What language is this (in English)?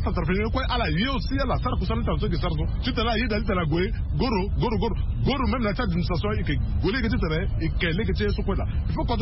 Sango